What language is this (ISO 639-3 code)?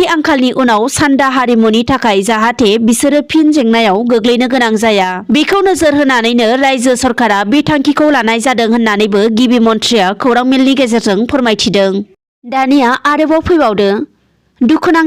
brx